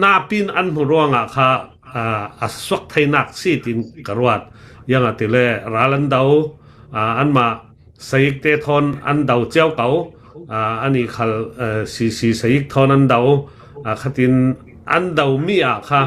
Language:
Hakha Chin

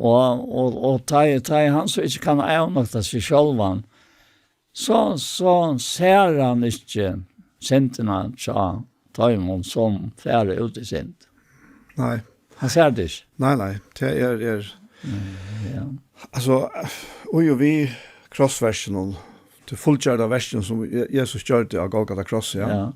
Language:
Faroese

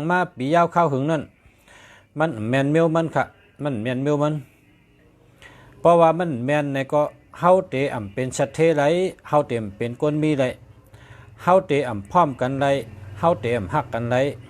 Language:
Shan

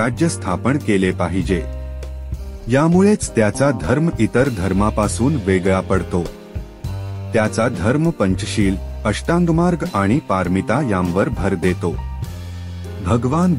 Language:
Marathi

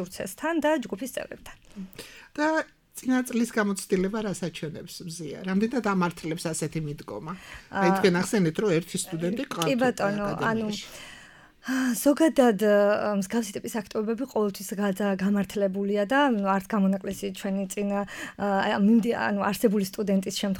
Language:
Georgian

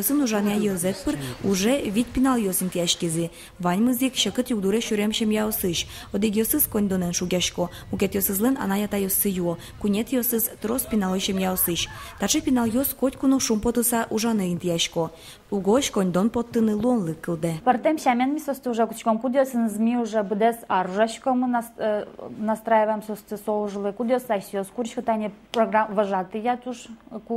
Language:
Udmurt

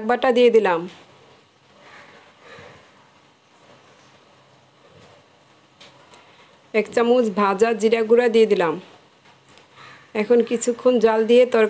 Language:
Bangla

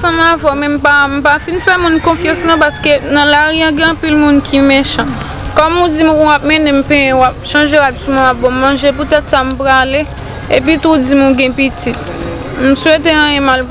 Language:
Haitian Creole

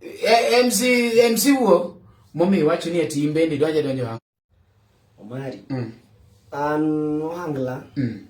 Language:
Luo (Kenya and Tanzania)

